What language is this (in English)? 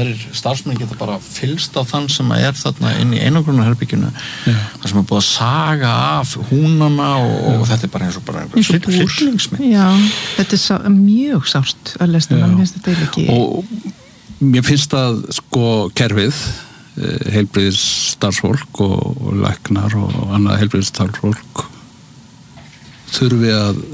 Icelandic